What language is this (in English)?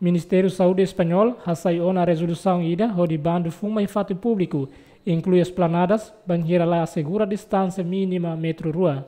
Tetum